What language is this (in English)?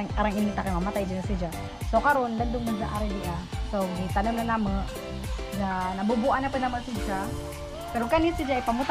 Cebuano